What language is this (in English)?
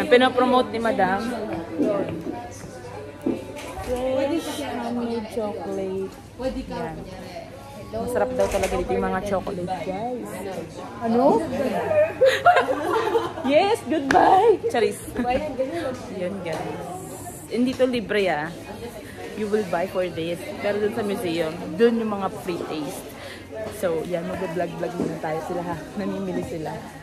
Filipino